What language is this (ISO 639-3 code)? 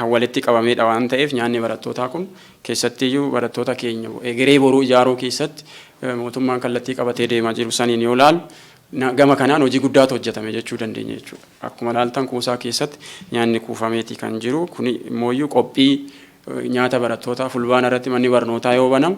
orm